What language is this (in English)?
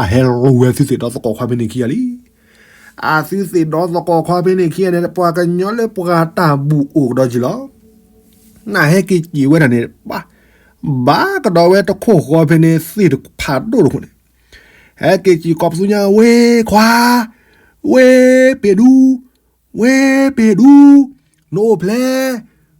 S'gaw Karen